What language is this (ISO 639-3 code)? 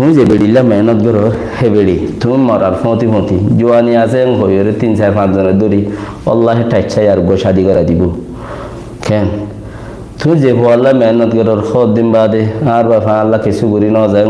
rhg